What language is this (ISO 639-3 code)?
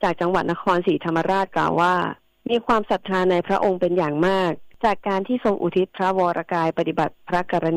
tha